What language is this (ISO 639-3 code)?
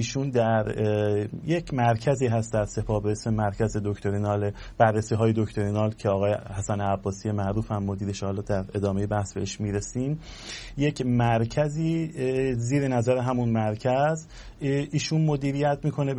fas